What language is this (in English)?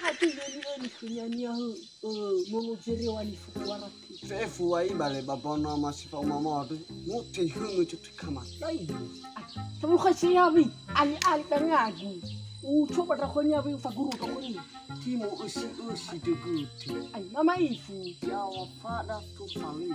Nias